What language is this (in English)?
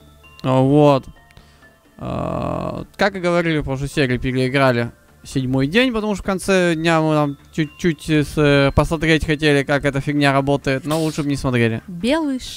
Russian